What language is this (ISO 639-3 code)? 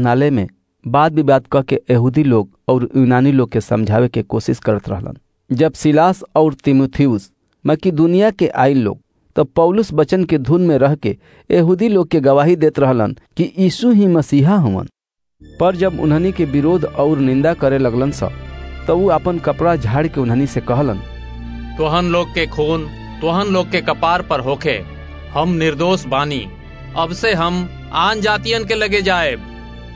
bho